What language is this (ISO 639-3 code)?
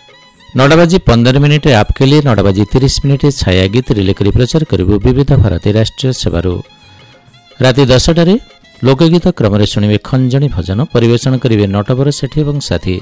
ori